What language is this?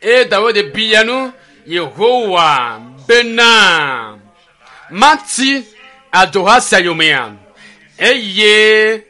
Ewe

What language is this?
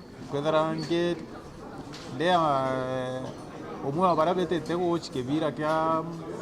Meru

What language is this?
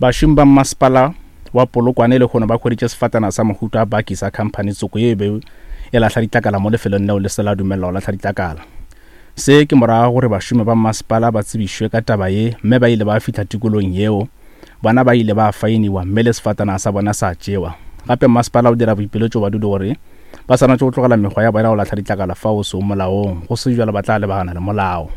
Northern Sotho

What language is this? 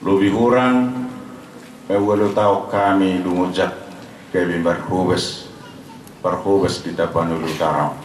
Batak Toba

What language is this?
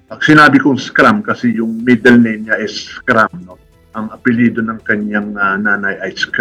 Filipino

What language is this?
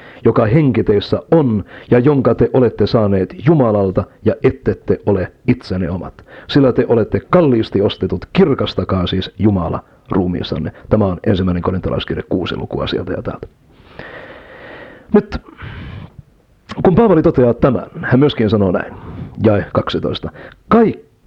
Finnish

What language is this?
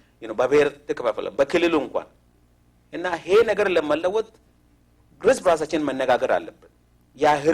Amharic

